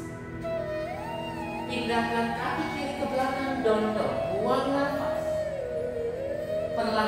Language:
Indonesian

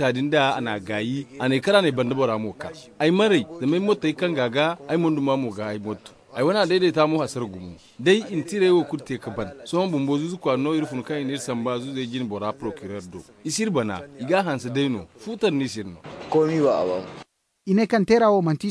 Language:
Zarma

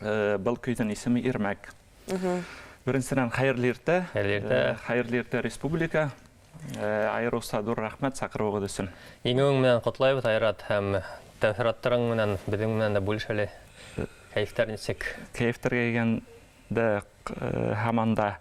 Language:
Bashkir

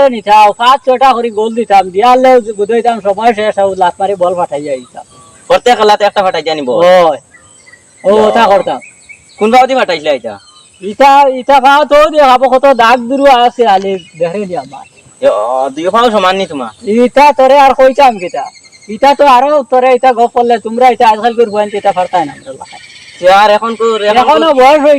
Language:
Sylheti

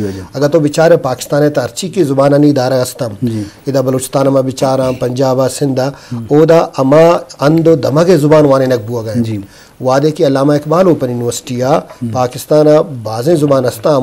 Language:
Eastern Balochi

